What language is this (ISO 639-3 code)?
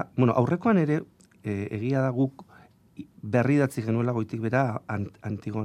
eus